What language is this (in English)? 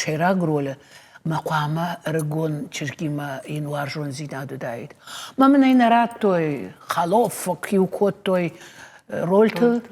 Ossetic